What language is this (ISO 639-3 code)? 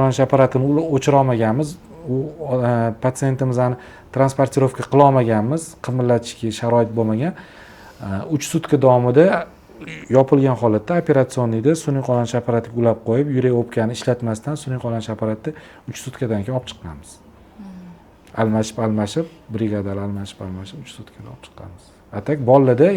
uzb